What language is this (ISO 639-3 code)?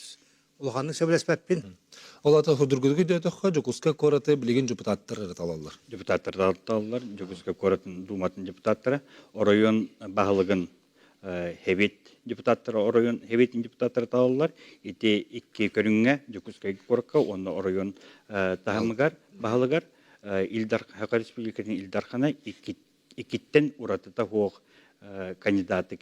sah